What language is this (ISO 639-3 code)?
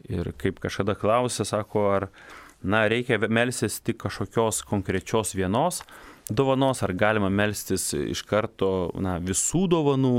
lit